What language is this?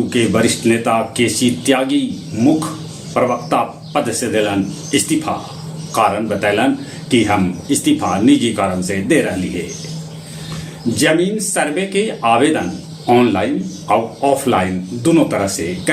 Magahi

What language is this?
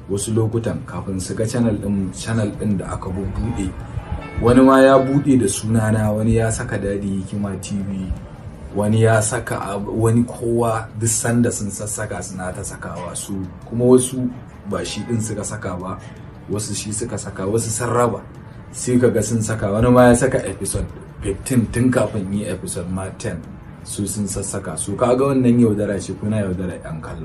Hausa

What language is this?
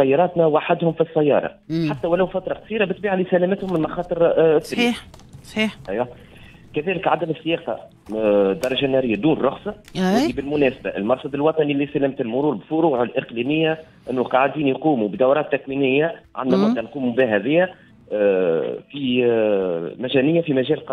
Tunisian Arabic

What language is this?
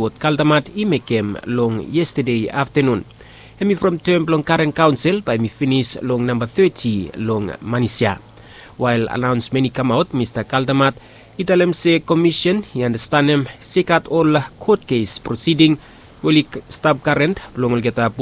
Bislama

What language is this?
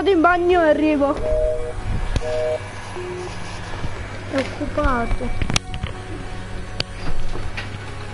Italian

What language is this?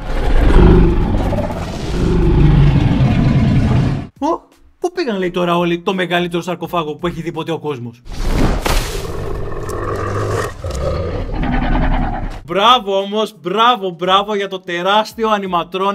Greek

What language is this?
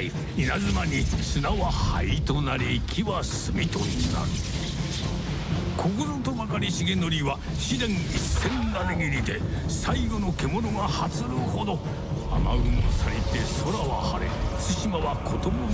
Japanese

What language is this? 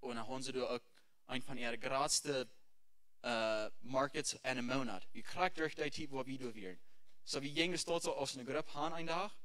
Plautdietsch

